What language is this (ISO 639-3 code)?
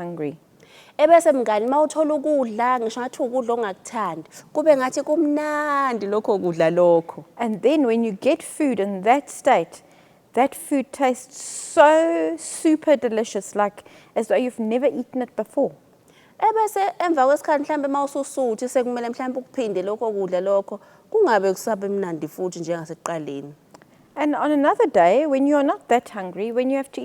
zul